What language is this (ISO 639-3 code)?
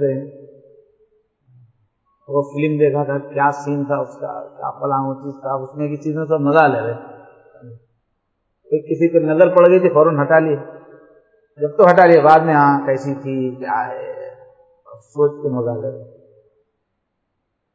urd